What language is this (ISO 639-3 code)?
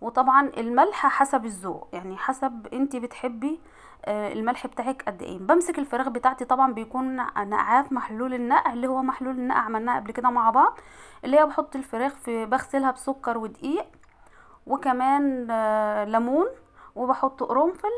arz